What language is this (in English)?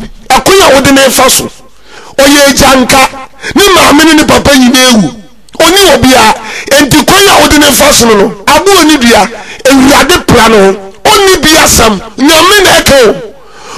Akan